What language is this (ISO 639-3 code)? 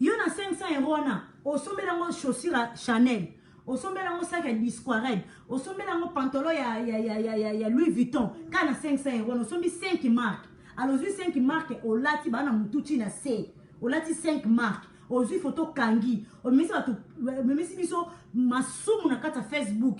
lin